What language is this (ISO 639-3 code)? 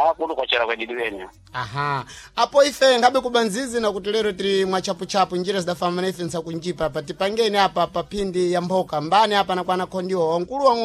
seh